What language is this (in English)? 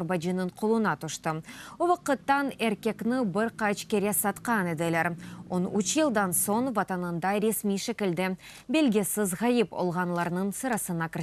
Crimean Tatar